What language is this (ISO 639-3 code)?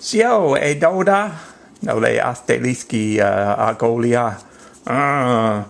chr